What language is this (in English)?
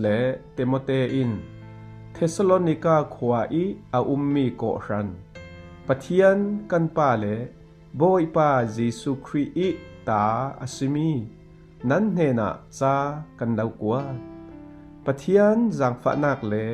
Falam Chin